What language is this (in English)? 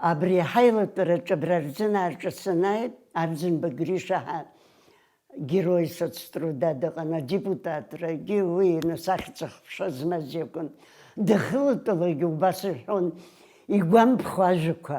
Abkhazian